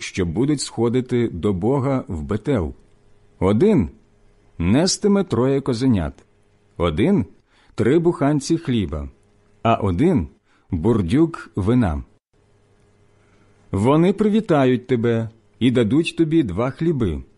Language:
Ukrainian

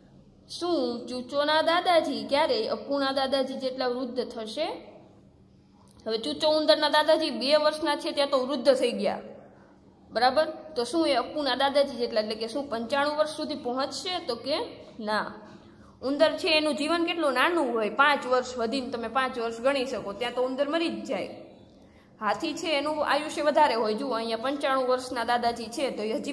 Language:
Gujarati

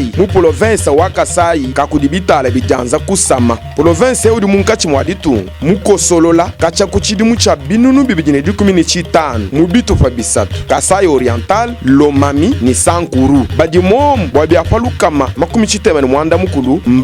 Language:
Luba-Lulua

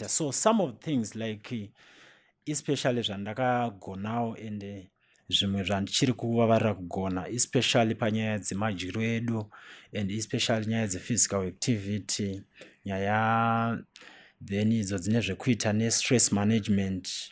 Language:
Shona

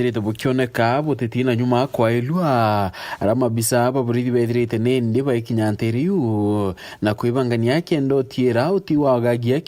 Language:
Meru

